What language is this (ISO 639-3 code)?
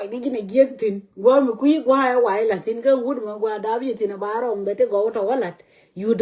nus